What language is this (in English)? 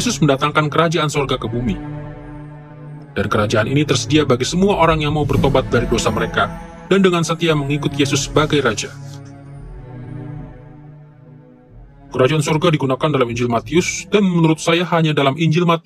Indonesian